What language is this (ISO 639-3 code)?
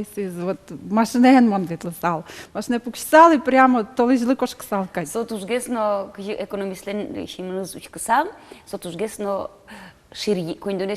udm